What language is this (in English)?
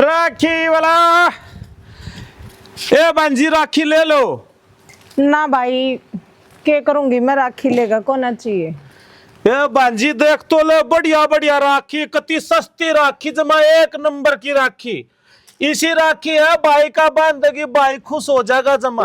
Haryanvi